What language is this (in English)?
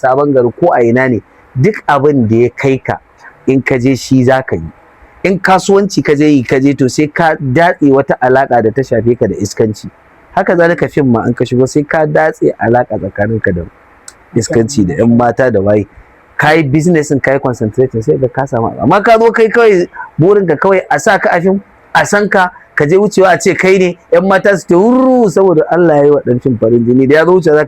Hausa